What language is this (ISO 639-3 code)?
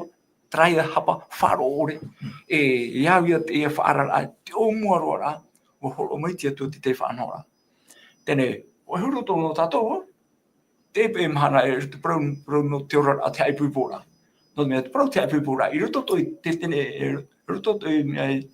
tah